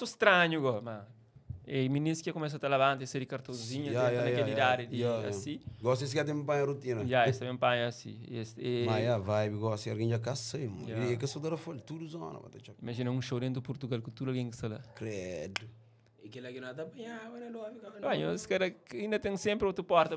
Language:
Kabuverdianu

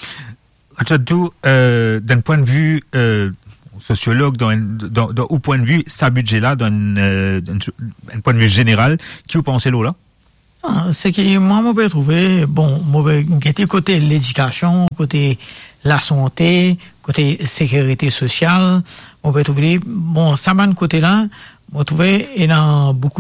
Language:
Morisyen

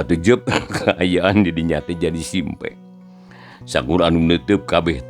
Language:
Sundanese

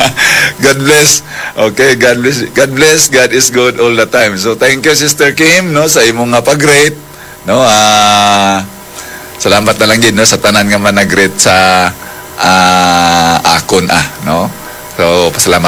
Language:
Hiligaynon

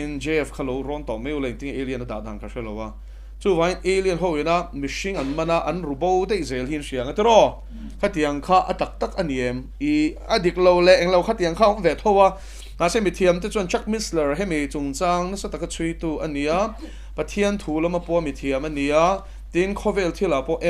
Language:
Mizo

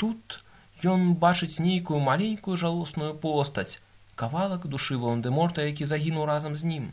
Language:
Belarusian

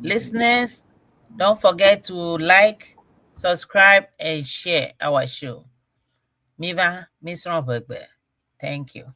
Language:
Ewe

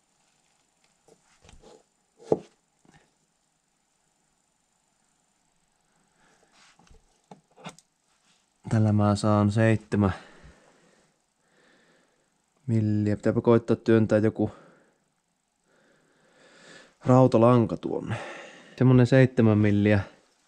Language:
Finnish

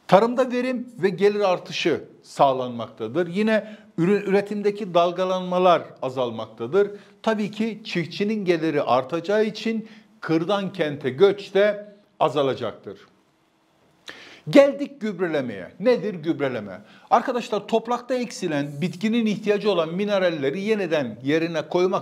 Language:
Turkish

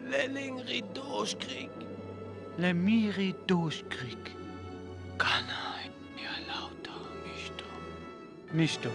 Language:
Sinte Romani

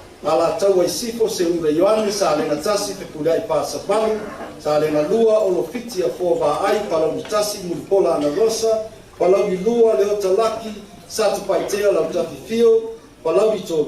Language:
Samoan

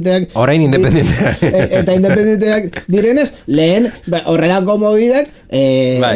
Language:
Basque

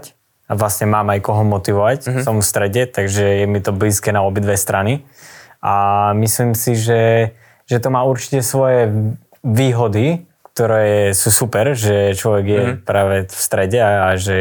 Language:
Slovak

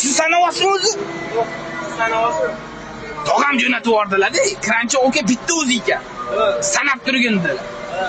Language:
Uzbek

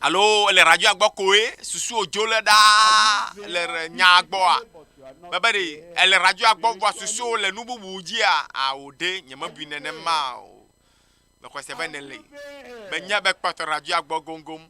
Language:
Ewe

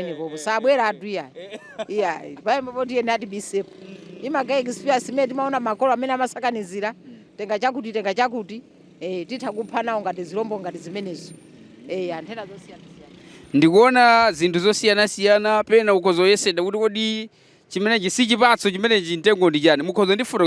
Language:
Nyanja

